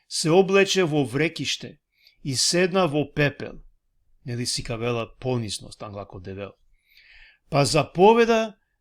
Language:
Balkan Romani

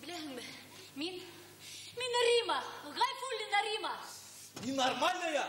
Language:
Bashkir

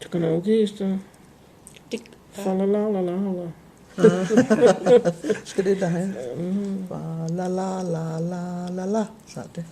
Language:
Cherokee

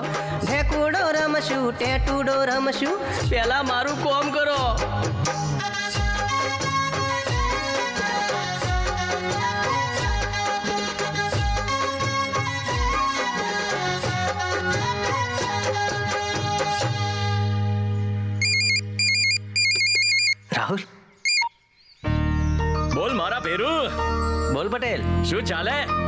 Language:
Gujarati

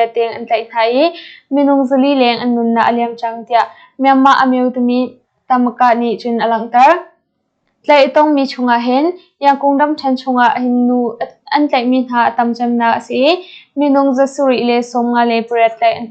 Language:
Hakha Chin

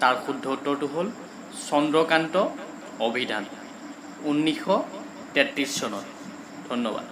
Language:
Assamese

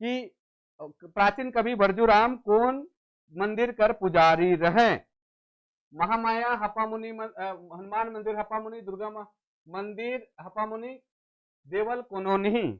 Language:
Sadri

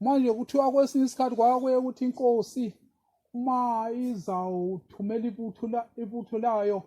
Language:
Zulu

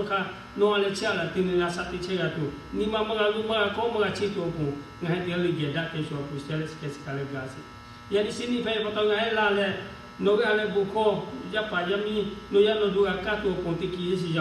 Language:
Lahu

